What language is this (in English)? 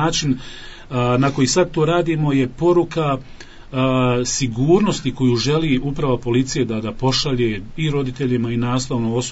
Bosnian